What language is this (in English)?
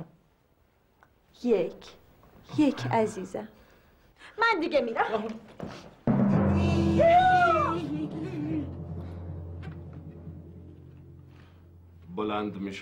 Persian